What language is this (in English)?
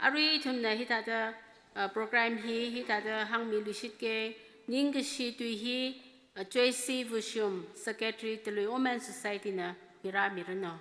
Tangkhul Naga (India)